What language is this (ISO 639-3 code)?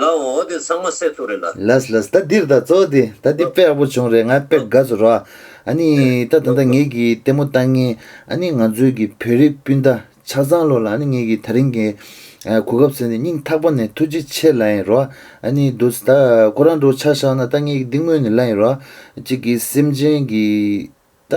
bod